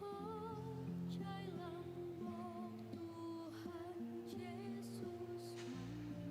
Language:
Batak Toba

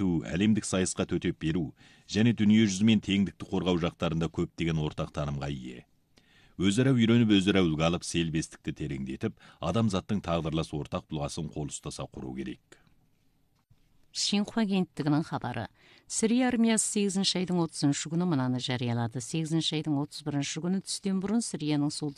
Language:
Kazakh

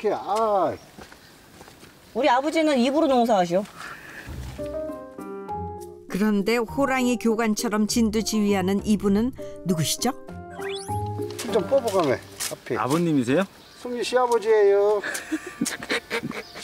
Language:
Korean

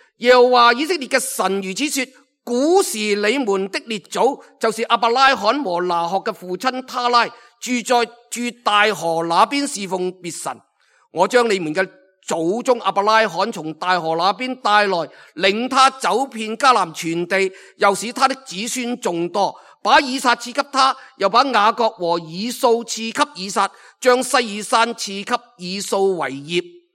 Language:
Cantonese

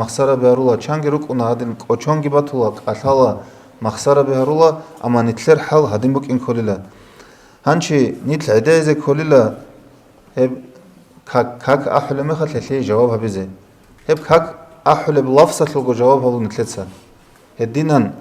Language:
Avaric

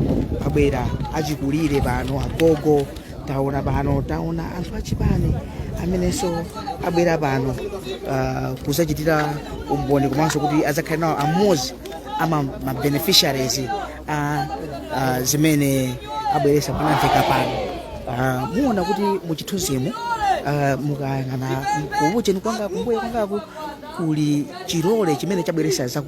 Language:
Nyanja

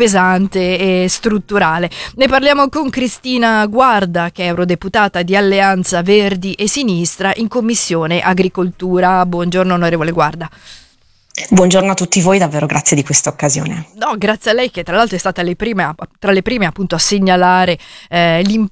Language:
Italian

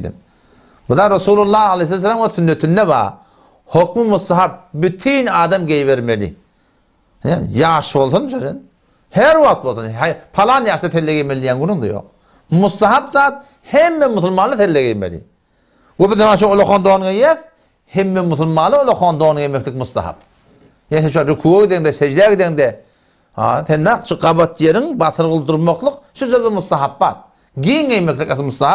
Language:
Turkmen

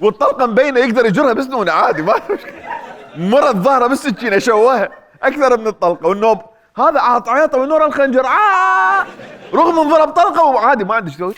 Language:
Mesopotamian Arabic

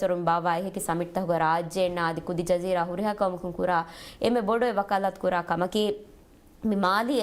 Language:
Divehi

